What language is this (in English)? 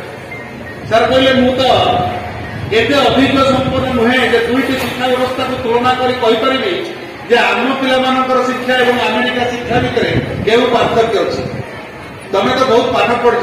Odia